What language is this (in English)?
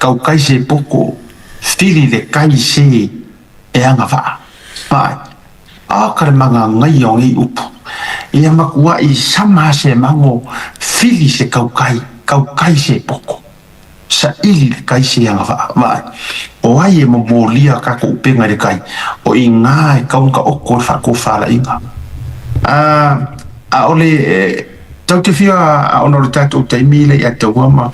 Samoan